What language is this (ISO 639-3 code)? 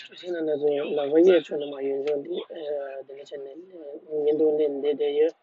bod